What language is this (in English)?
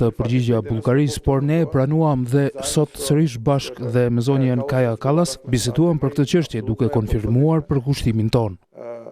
Albanian